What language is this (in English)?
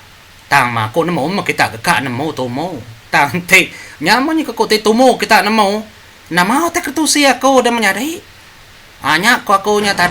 Iban